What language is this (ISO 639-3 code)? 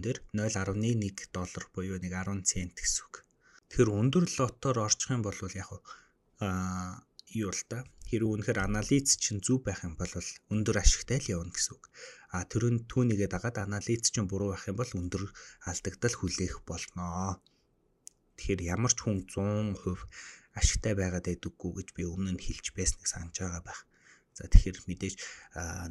mon